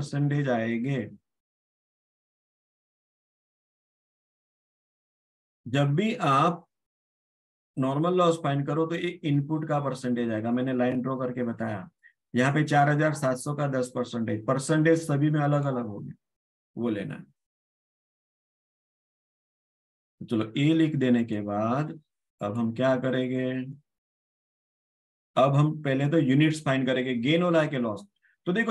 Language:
Hindi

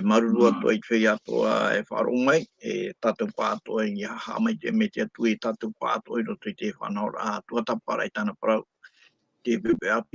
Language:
Tahitian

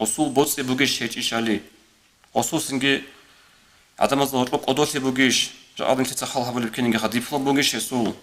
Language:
Avaric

